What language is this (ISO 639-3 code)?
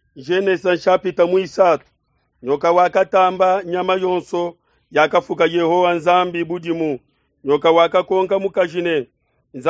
lua